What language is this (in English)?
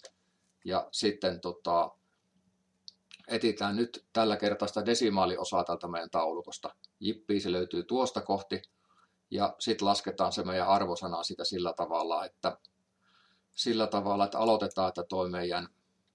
Finnish